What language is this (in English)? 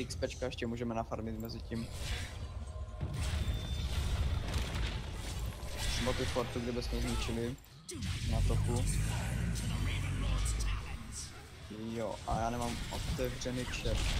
Czech